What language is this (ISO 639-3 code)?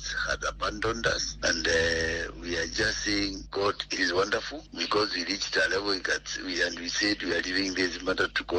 luo